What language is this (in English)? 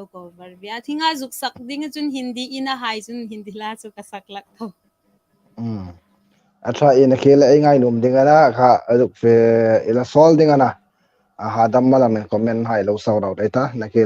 Hmar